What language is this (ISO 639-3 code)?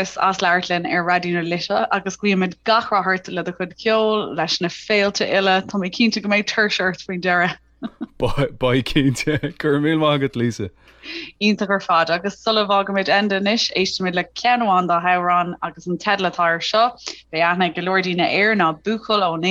gle